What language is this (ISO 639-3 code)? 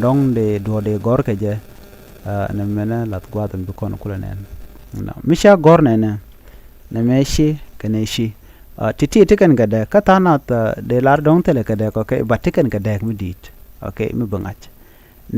nus